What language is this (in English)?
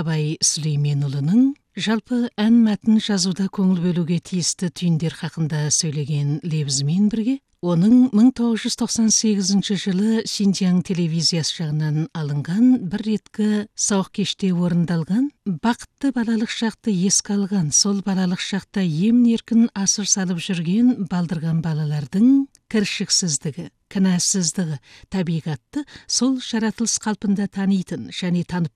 Kazakh